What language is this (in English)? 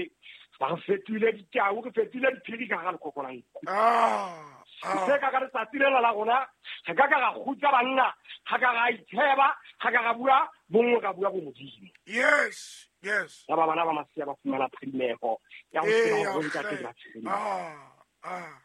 Southern Sotho